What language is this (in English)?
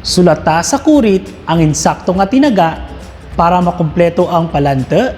Kinaray-a